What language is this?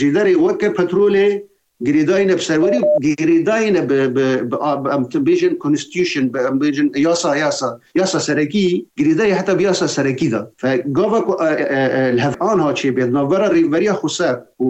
Kurdish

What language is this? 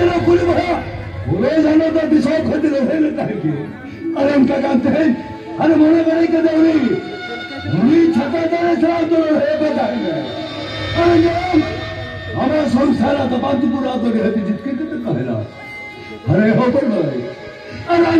Santali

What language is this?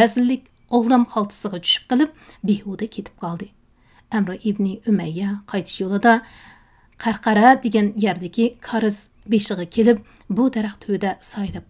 Uyghur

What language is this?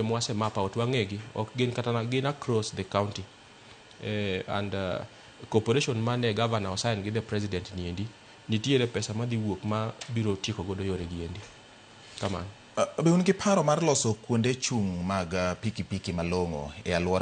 Luo (Kenya and Tanzania)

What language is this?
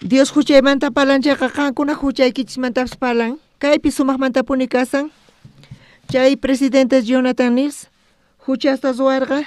South Bolivian Quechua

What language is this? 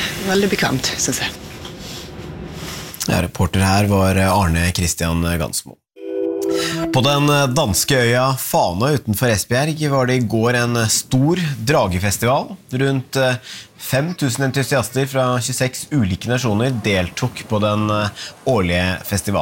Norwegian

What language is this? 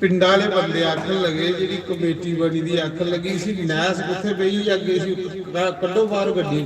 Dogri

